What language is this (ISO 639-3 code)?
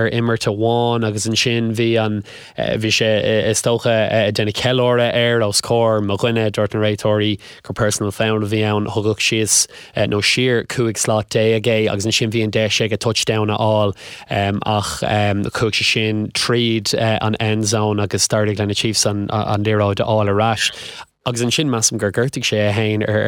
gle